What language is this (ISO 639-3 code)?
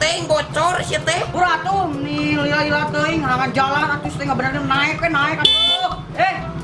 sun